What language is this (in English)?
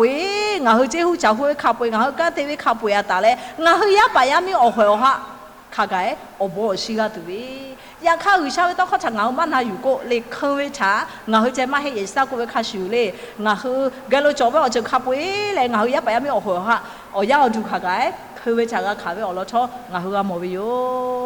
Lahu